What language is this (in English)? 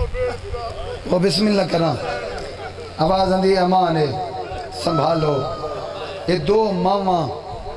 Saraiki